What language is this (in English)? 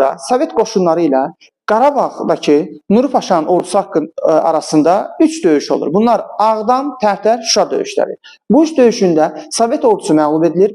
Azerbaijani